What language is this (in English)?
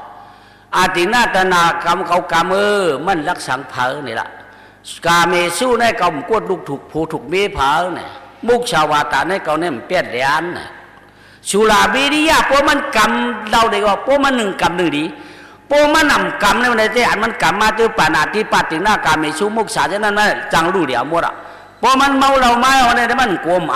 Shan